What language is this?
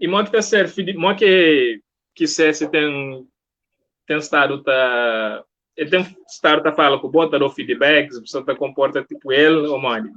Kabuverdianu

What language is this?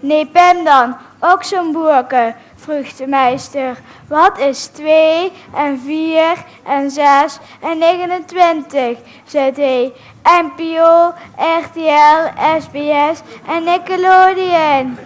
Limburgish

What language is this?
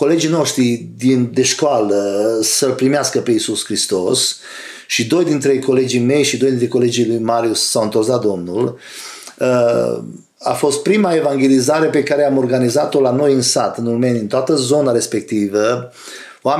Romanian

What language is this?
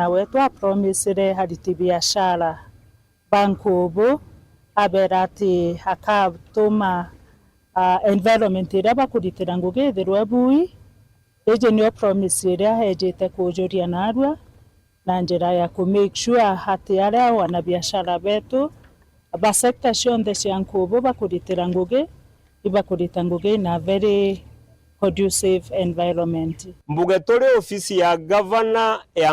Meru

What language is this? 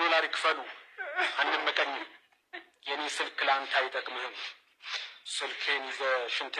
Amharic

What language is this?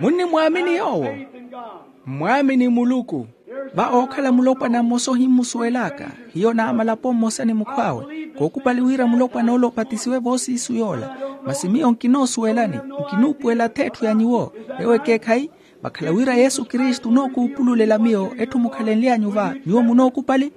Makhuwa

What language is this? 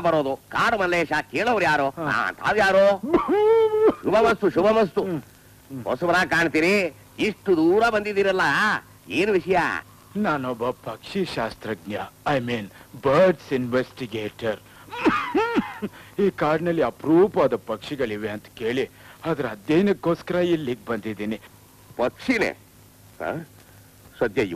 Kannada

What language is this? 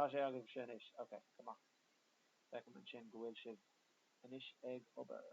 Irish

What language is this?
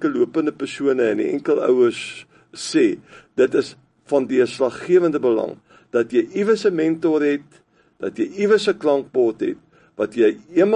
Afrikaans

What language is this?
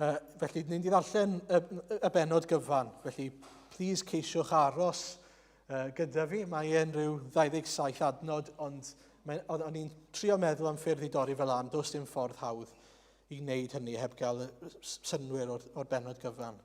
Welsh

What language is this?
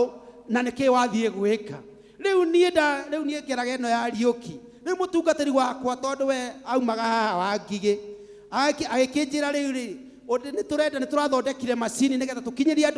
Kikuyu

